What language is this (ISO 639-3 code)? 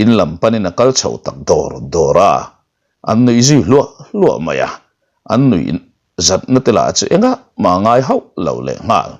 lus